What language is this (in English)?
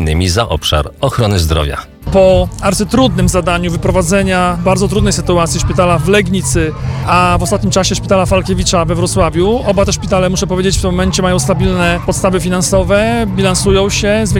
Polish